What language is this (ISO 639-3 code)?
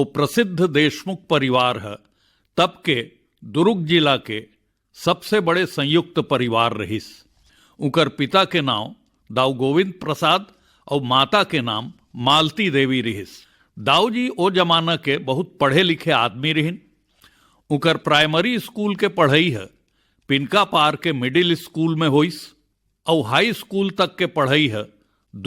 hne